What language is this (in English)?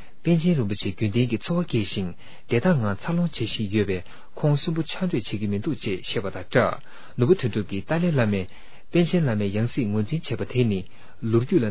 Tibetan